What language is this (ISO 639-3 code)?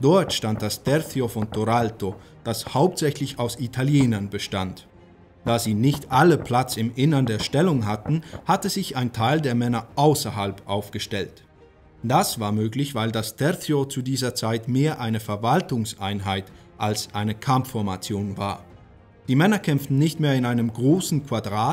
deu